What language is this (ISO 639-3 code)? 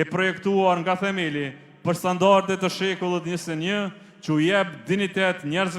sqi